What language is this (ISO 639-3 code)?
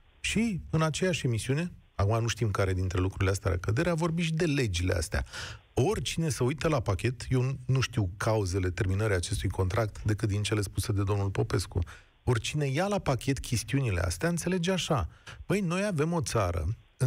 ron